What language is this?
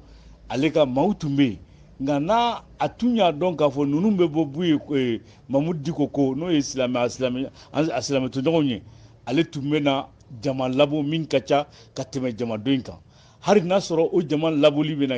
Bambara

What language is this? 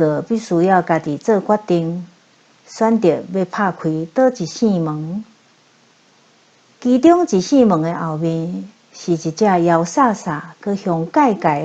Min Nan Chinese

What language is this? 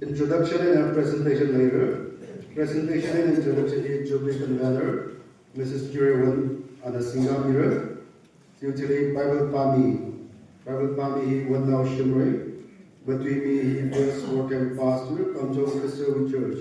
Tangkhul Naga (India)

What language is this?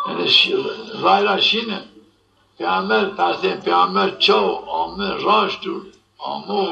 Zaza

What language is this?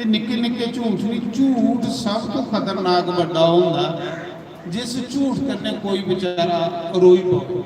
Dogri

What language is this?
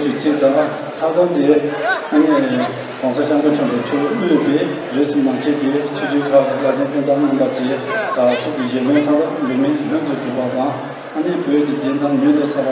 Tibetan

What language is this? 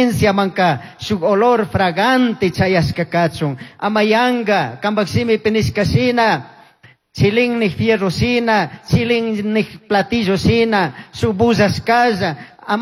Chimborazo Highland Quichua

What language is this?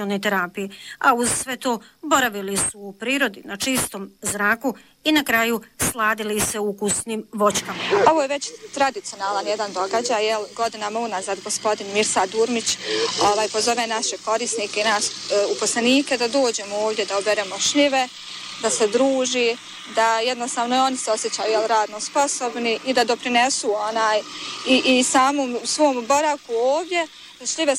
Bosnian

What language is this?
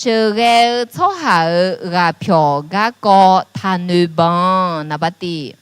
Akha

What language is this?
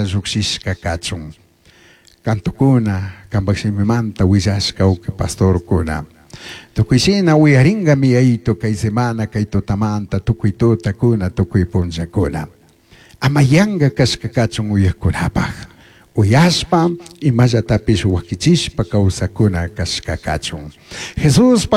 Chimborazo Highland Quichua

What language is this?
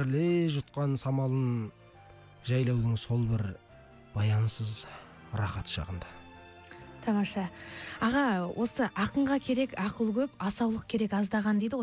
Kazakh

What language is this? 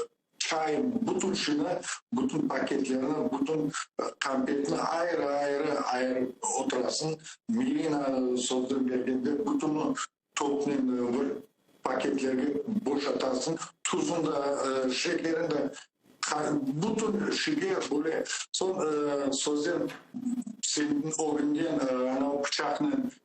Crimean Tatar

